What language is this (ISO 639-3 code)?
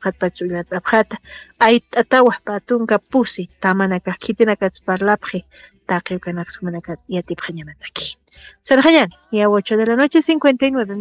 aym